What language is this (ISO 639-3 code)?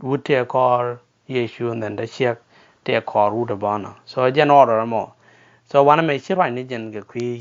nus